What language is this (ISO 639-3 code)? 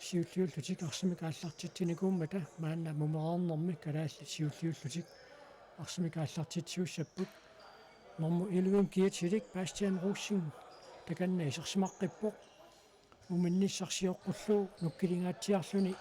kal